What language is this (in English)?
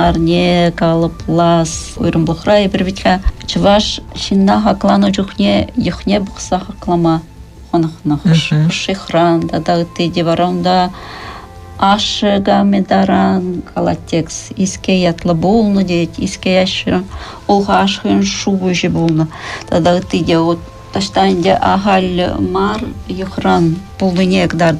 Chuvash